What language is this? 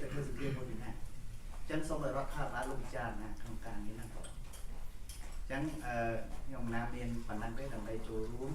Khmer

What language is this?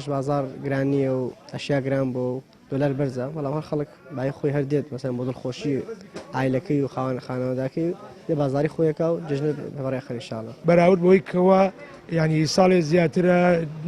Central Kurdish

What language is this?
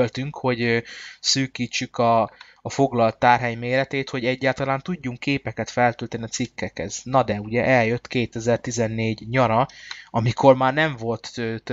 Hungarian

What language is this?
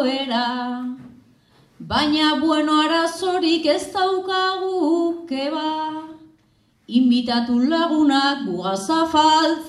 Basque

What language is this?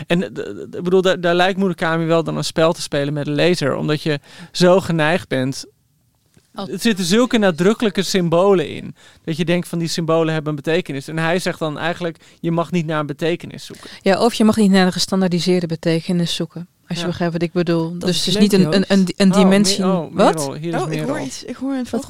Dutch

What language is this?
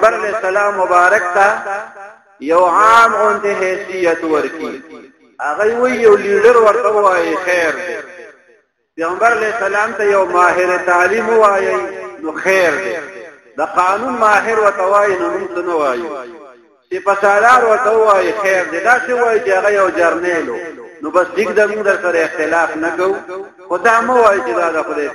Pashto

